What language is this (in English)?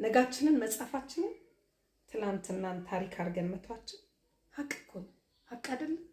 Amharic